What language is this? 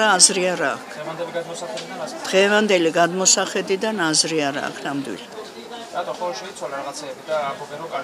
Georgian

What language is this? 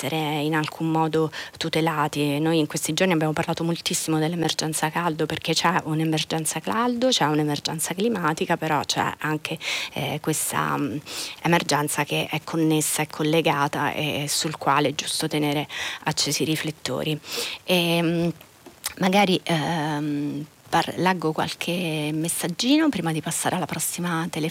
Italian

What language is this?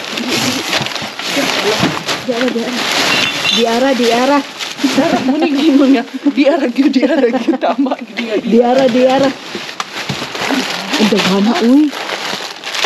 Filipino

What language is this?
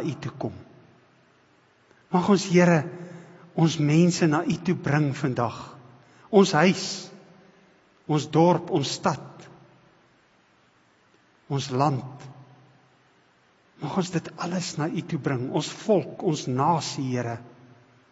Afrikaans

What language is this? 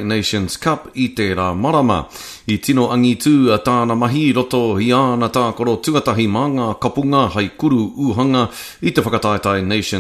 Māori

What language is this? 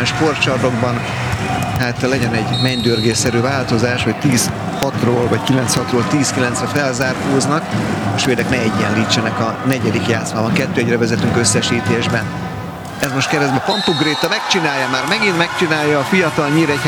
Hungarian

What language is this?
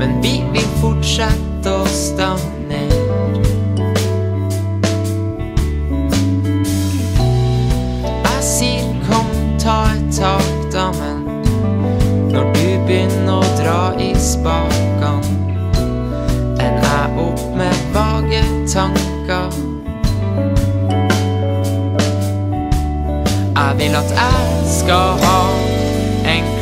Norwegian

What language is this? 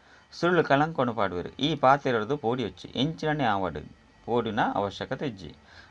Tulu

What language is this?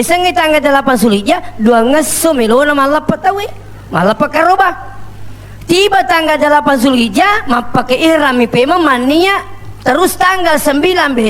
Buginese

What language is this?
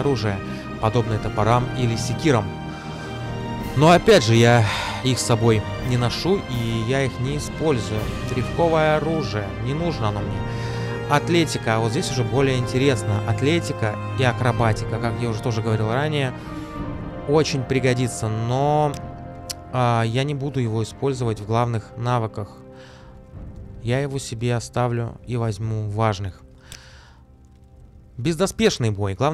Russian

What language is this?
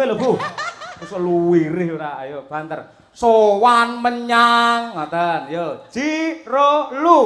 Javanese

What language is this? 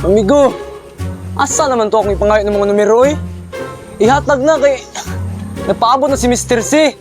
Cebuano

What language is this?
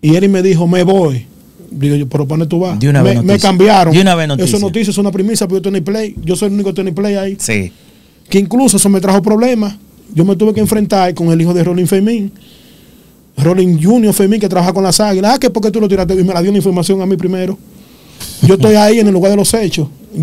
Spanish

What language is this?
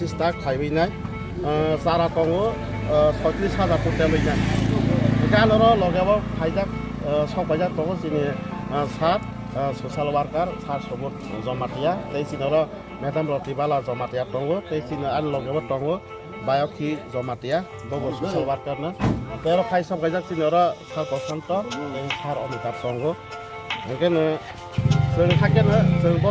Kok Borok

